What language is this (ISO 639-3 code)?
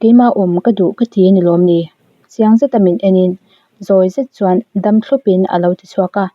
lus